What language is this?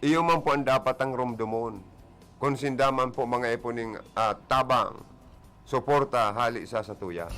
Bikol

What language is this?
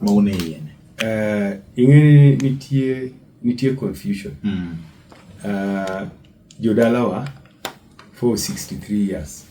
Luo (Kenya and Tanzania)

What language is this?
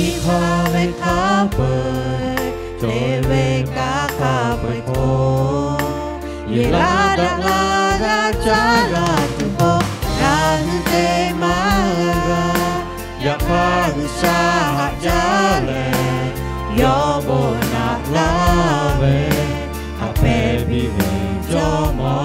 Lahu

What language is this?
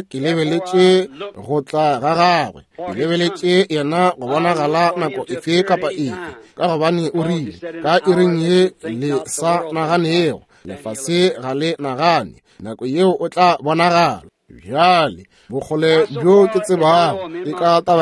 Northern Sotho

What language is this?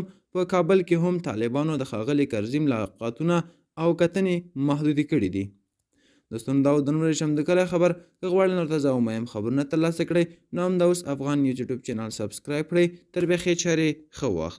Pashto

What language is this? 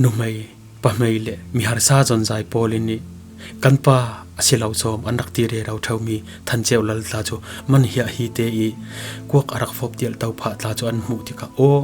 Falam Chin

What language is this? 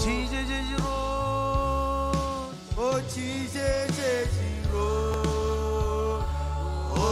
Marshallese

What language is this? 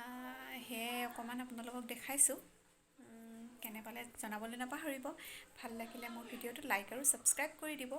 Assamese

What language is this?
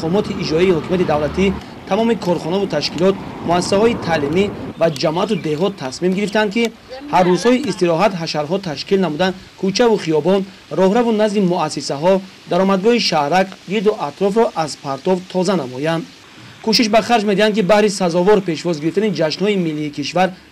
Tajik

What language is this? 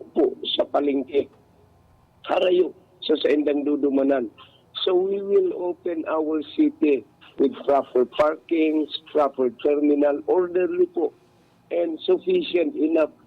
Bikol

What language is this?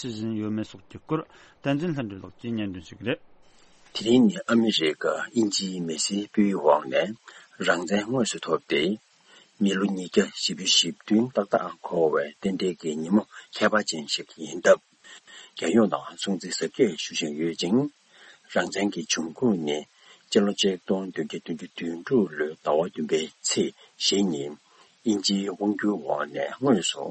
Tibetan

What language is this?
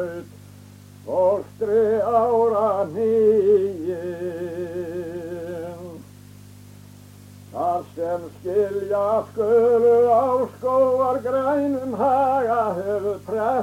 Icelandic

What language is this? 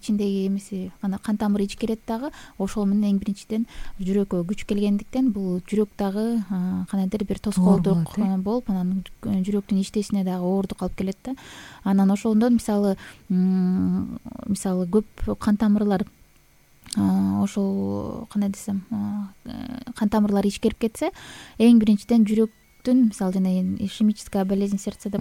Kyrgyz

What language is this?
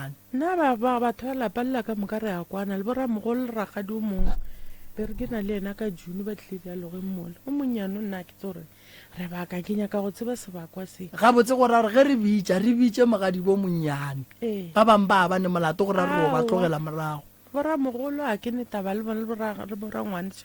Northern Sotho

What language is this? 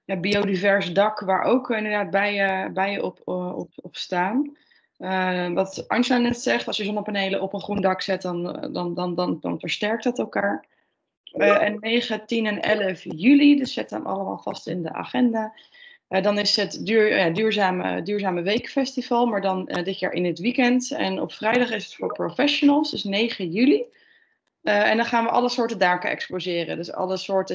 Dutch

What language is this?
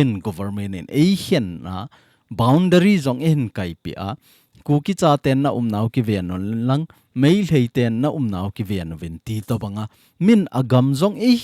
Thado Chin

